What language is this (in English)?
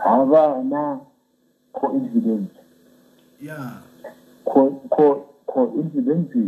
Venda